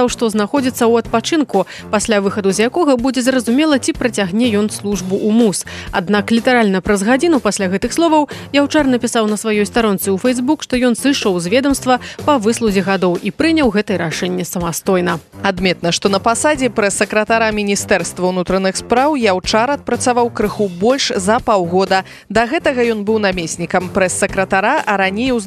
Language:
Belarusian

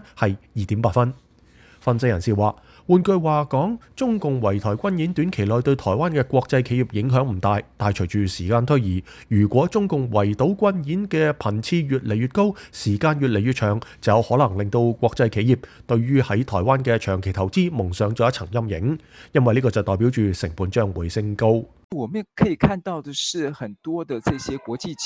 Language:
Cantonese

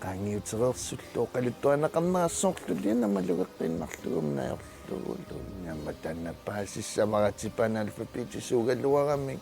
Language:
Kalaallisut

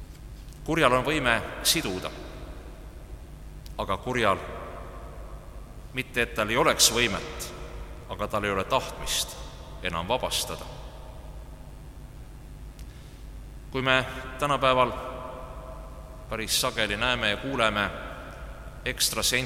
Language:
Estonian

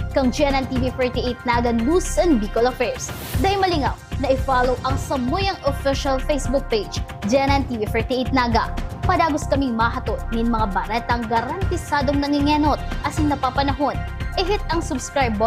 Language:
Bikol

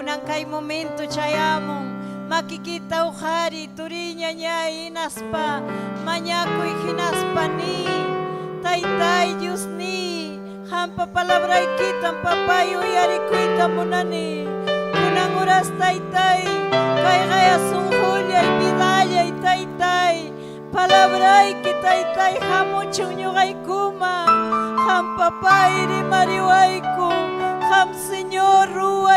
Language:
Ayacucho Quechua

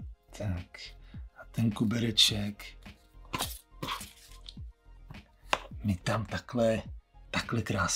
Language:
Czech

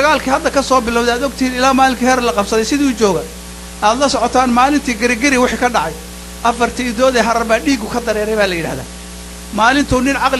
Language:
Somali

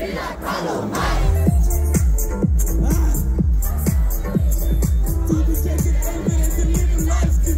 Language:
Norwegian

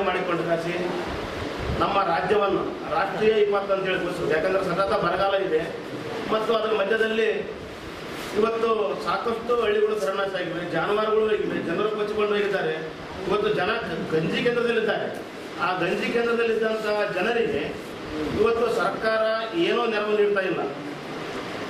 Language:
Kannada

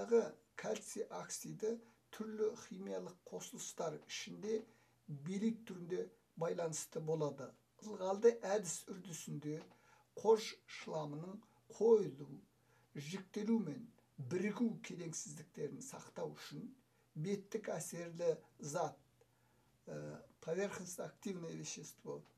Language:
Kazakh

